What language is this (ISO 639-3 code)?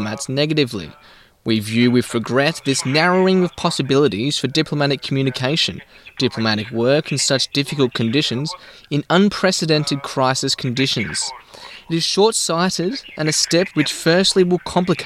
mkd